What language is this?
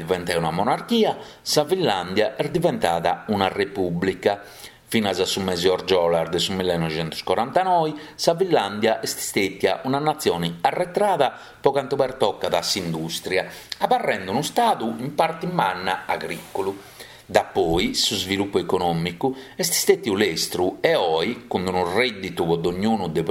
Sardinian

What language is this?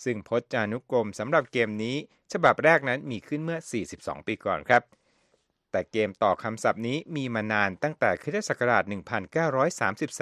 Thai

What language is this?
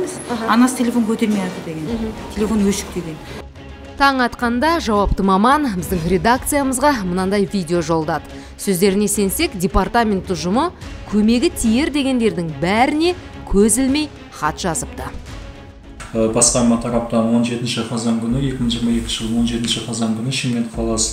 Kazakh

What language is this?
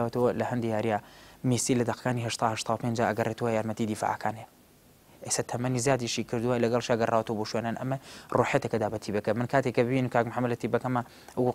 Central Kurdish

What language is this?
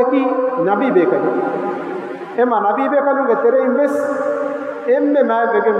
Divehi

